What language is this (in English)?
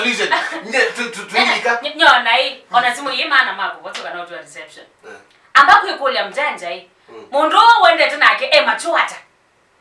Kamba